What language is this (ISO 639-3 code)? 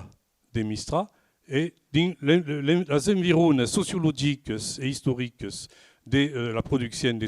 oci